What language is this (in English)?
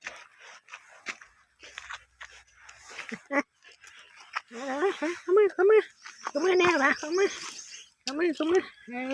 Lao